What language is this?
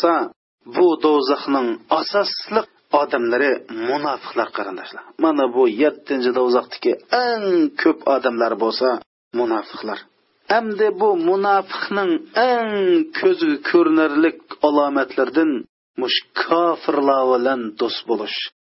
Uyghur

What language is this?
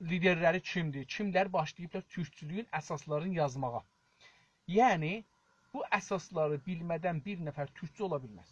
South Azerbaijani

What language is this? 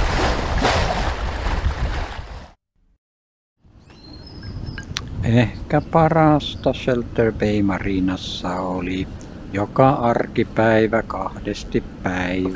Finnish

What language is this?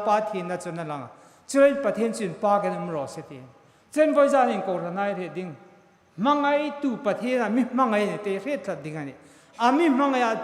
Hmar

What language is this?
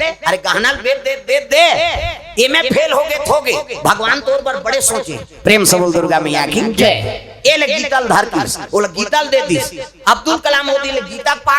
Chhattisgarhi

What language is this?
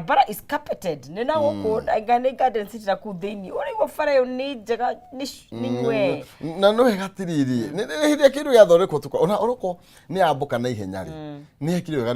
Kikuyu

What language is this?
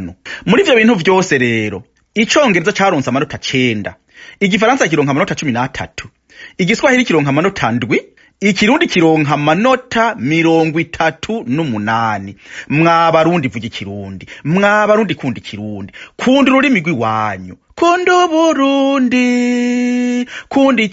Rundi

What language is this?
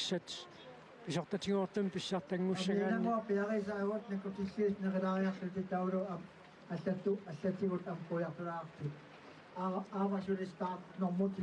Kalaallisut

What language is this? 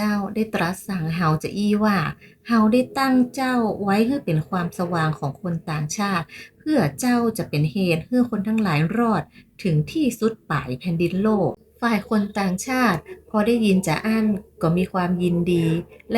Northern Thai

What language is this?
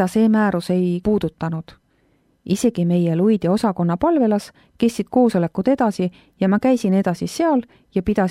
Estonian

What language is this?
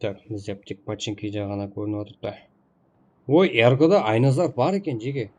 Kara-Kalpak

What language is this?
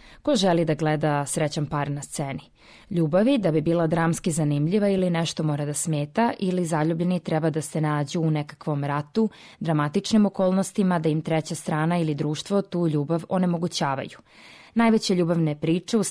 Serbian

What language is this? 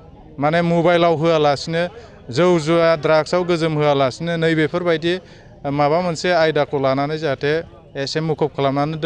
Bodo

